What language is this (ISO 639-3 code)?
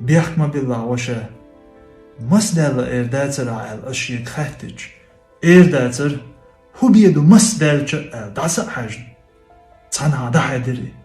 che